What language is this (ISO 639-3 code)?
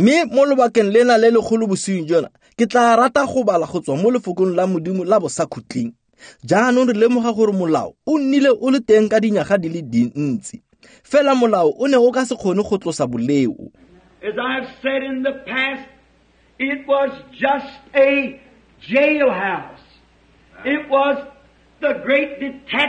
tsn